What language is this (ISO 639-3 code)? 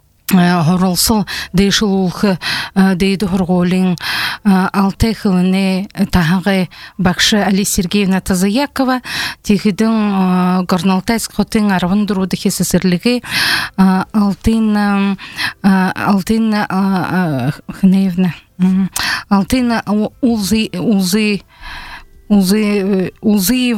bua